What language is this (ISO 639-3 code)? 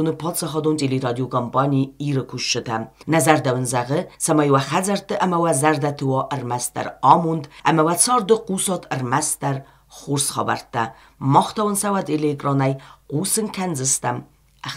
oss